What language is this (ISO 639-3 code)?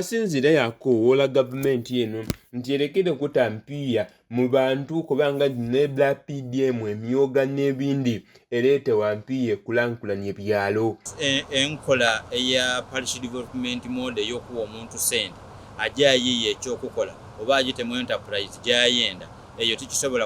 xog